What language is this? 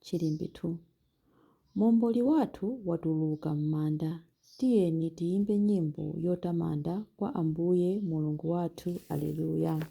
Nyanja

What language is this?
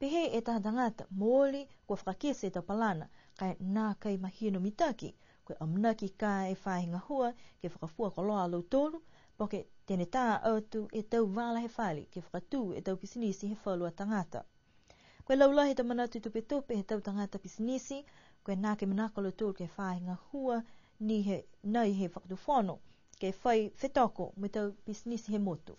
Niuean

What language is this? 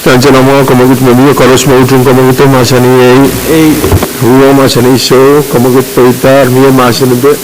Pohnpeian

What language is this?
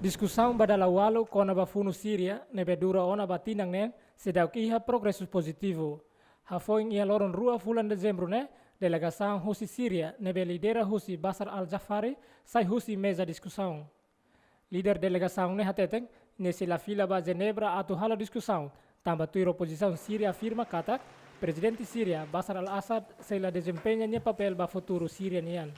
Tetum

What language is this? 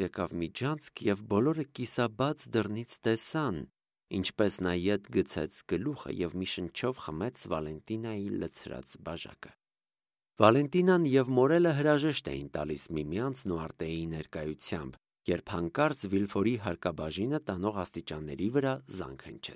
Armenian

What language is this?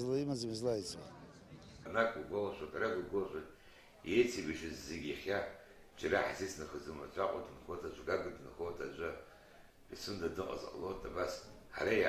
Abkhazian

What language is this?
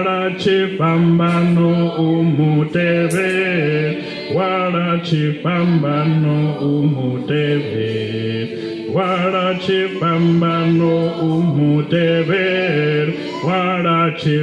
Venda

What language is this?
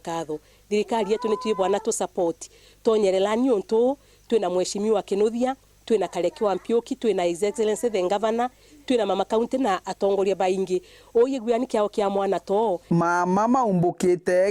Meru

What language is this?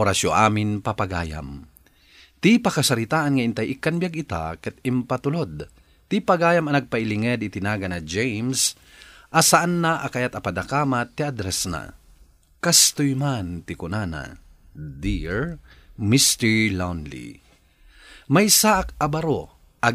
Iloko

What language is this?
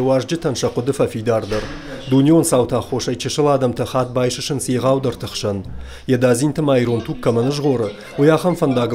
Ossetic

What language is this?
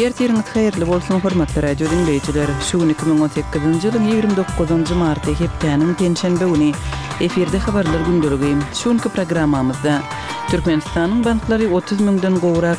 Kyrgyz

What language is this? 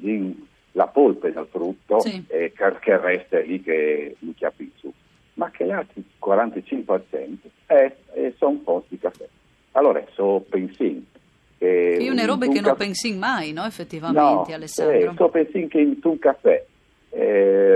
Friulian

